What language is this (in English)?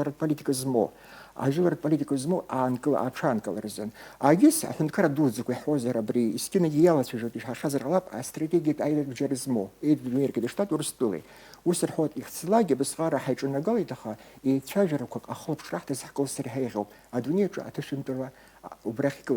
Abkhazian